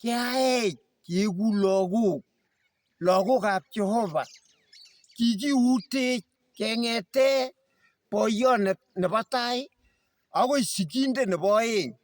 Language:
Kalenjin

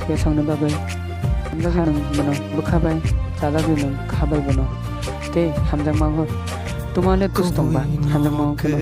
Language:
Kok Borok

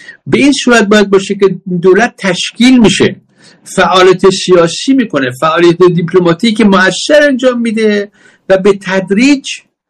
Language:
Persian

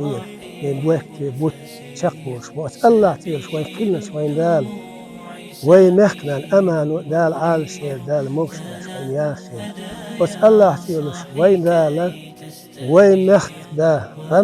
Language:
Chechen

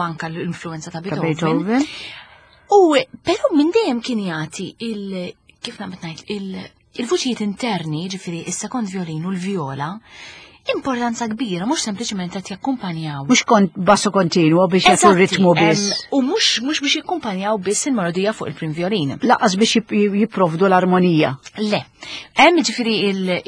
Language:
Maltese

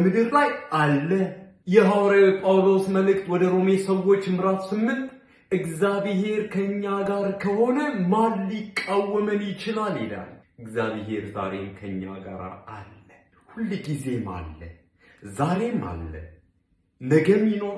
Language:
Amharic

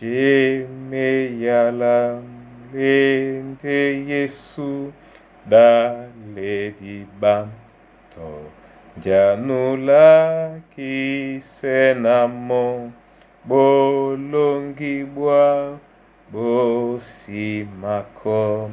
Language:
Duala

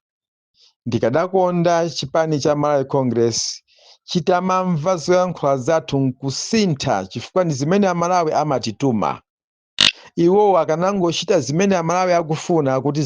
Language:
Nyanja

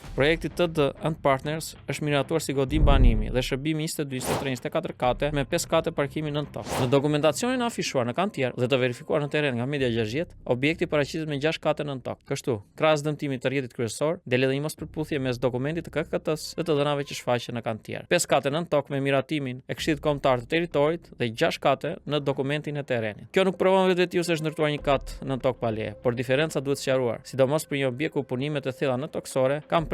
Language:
Albanian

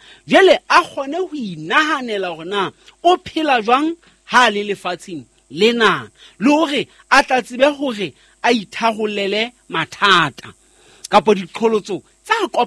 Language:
Southern Sotho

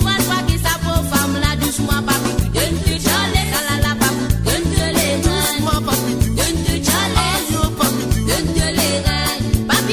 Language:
Morisyen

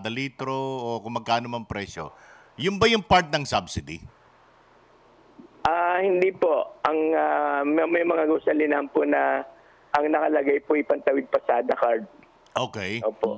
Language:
Filipino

